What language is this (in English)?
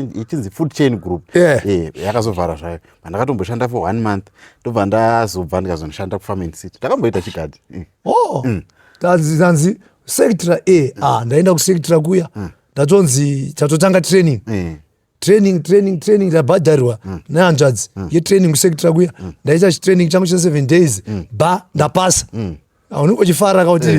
Shona